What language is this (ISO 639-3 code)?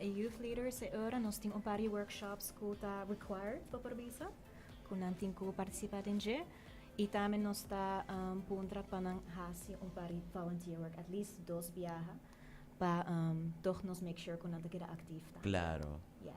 pap